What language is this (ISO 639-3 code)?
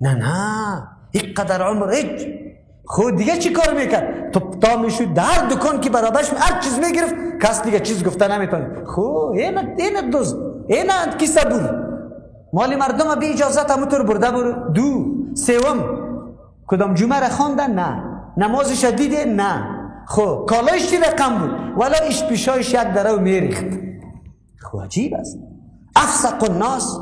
fas